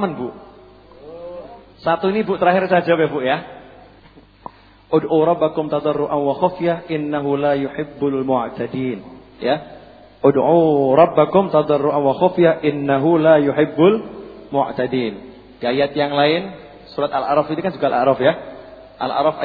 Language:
Indonesian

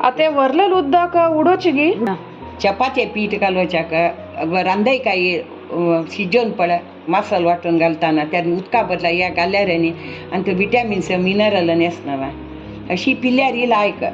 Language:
Konkani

